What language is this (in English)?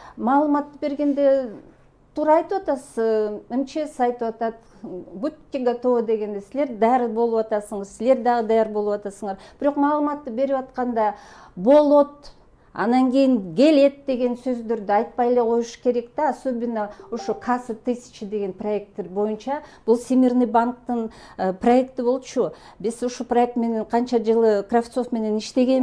Kyrgyz